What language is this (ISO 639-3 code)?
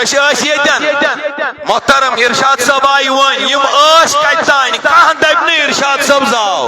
kas